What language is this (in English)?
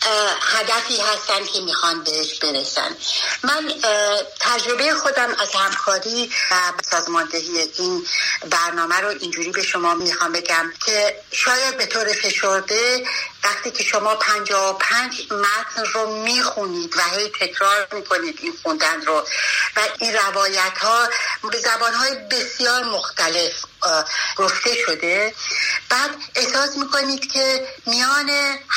Persian